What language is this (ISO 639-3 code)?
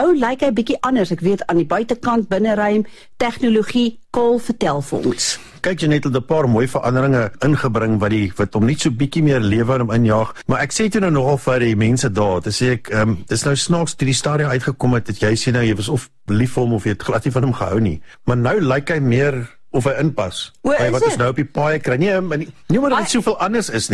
afr